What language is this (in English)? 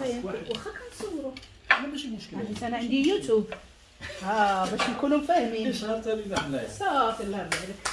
Moroccan Arabic